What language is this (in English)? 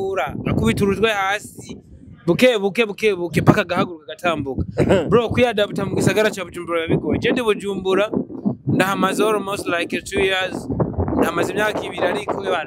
Rundi